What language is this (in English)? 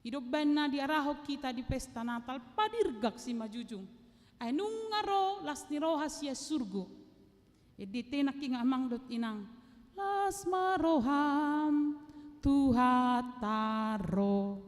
Batak Toba